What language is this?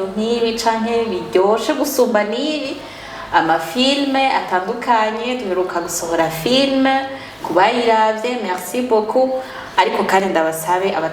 Rundi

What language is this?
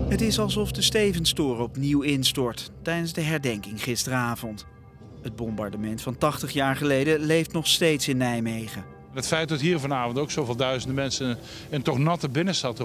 Dutch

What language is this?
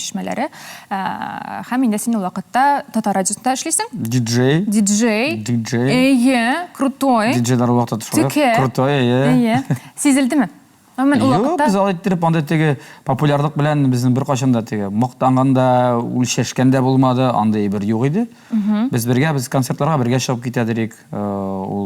Tatar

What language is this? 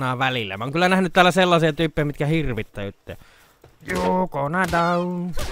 Finnish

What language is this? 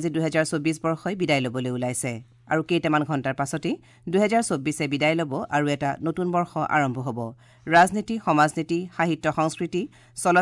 Assamese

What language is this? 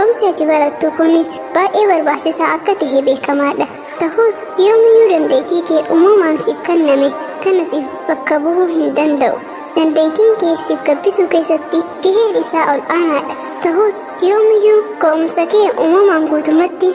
Oromo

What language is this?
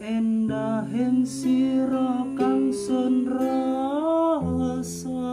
Javanese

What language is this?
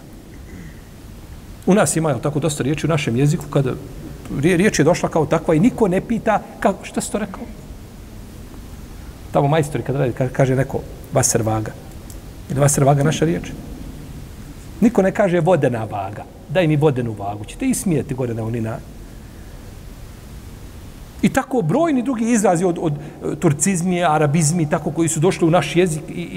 Bosnian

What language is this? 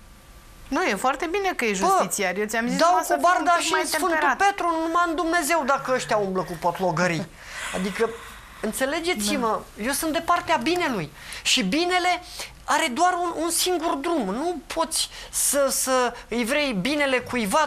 Romanian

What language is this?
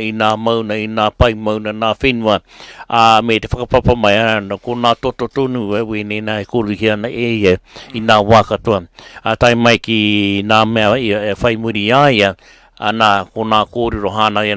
Māori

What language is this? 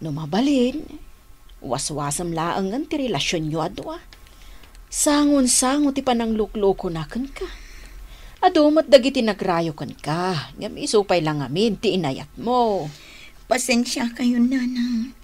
Iloko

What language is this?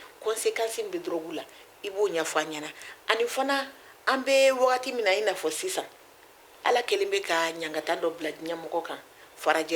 Bambara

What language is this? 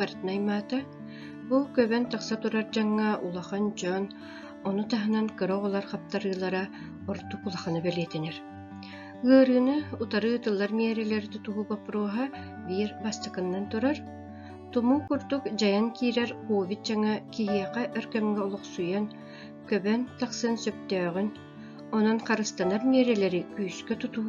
Yakut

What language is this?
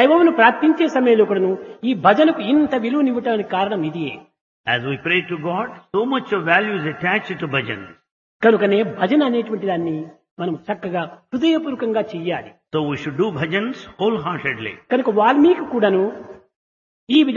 Telugu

